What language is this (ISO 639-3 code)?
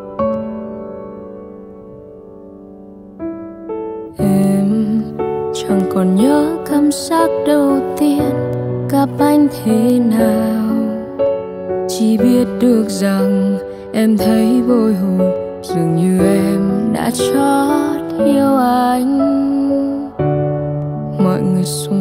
vie